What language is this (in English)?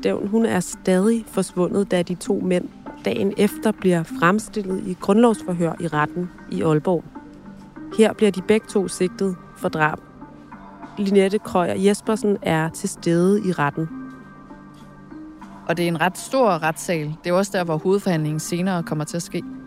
Danish